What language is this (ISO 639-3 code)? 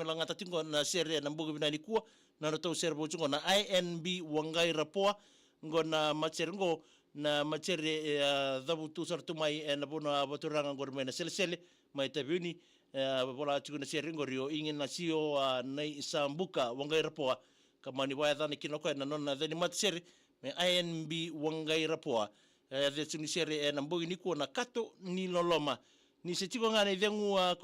fij